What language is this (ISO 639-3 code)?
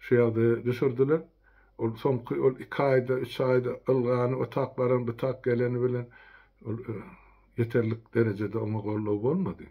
tuk